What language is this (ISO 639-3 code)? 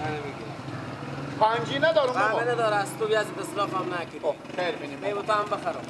fas